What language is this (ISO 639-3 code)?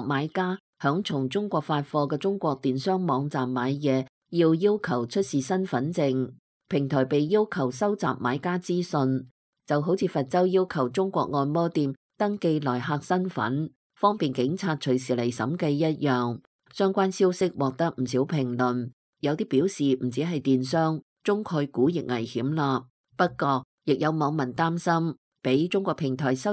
yue